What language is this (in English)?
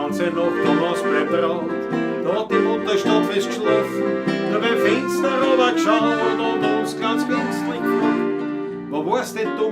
Bavarian